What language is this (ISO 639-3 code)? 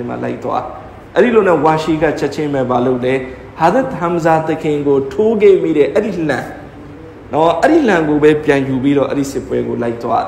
mya